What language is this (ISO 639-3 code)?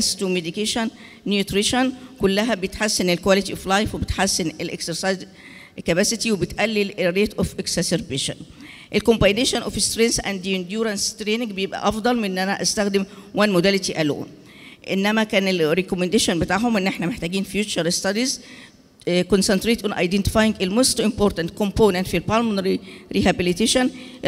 arz